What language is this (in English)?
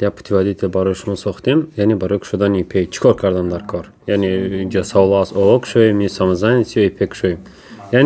Tajik